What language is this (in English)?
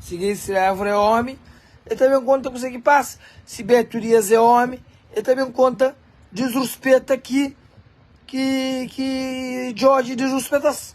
Kabuverdianu